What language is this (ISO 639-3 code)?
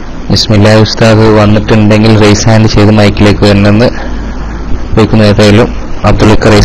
mal